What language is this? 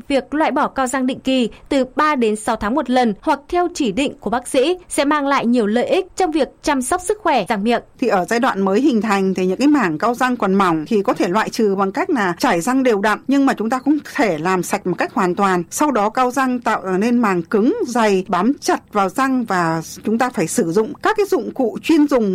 Vietnamese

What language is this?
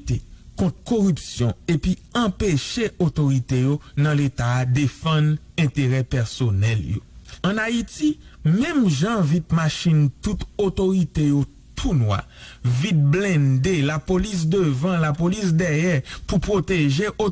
Haitian Creole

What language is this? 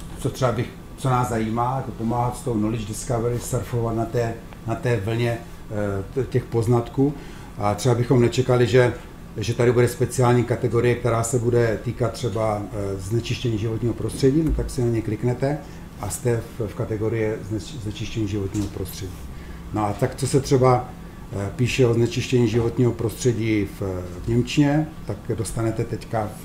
Czech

